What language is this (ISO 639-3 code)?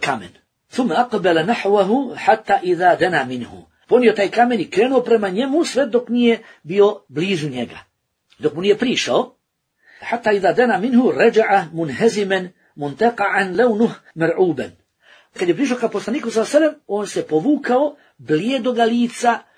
bos